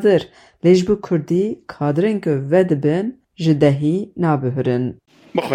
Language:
Kurdish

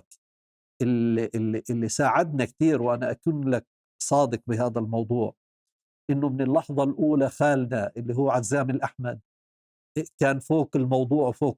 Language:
North Levantine Arabic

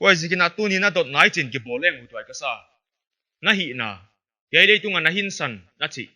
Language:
Paite Chin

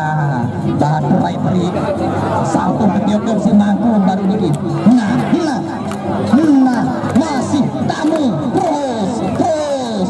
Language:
Sasak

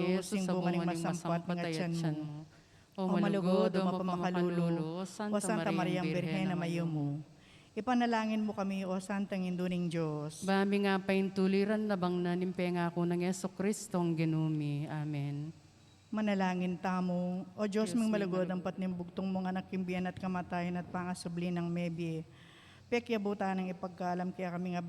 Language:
Pampanga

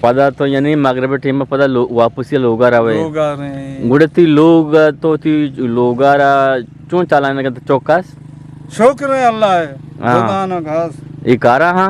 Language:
Eastern Balochi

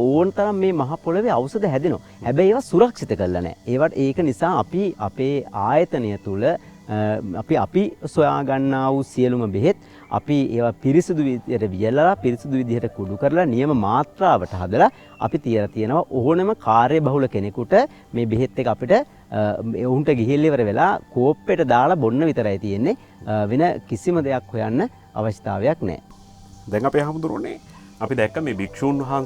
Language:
Sinhala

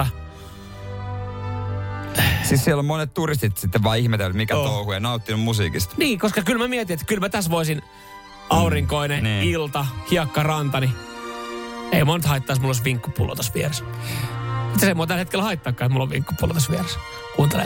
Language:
Finnish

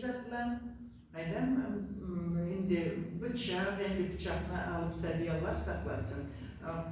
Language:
Karachay-Balkar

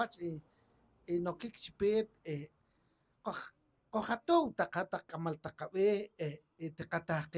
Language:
Poqomchi'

